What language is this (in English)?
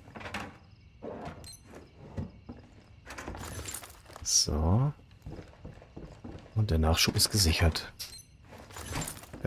German